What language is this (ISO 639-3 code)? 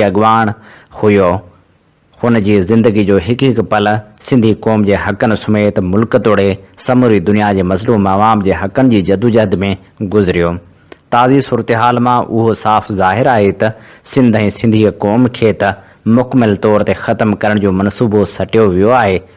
snd